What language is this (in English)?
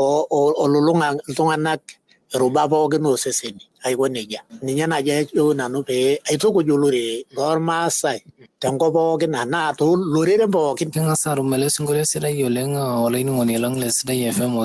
Masai